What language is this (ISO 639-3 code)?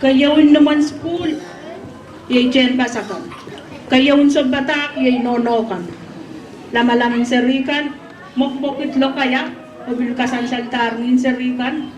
pon